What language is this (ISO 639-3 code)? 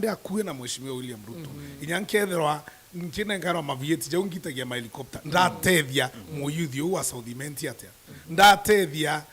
mer